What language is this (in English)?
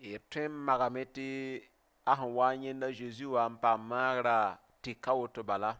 Mossi